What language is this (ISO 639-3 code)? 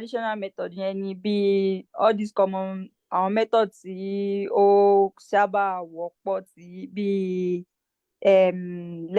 yor